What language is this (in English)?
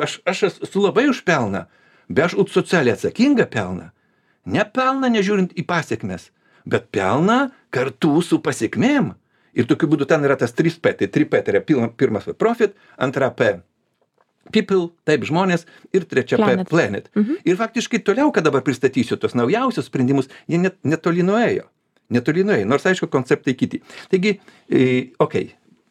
Lithuanian